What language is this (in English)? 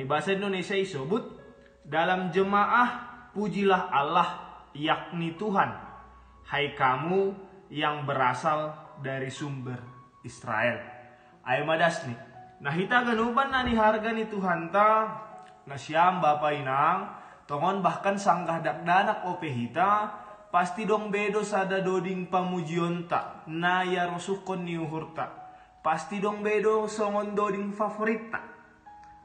Batak Simalungun